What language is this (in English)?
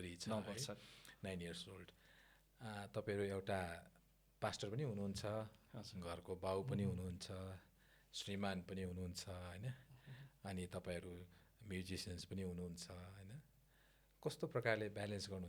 Nepali